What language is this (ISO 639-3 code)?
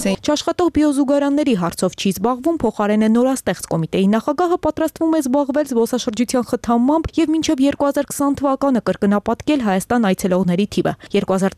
hye